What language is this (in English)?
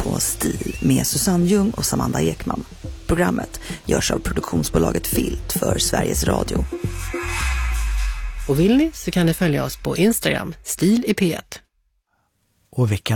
Swedish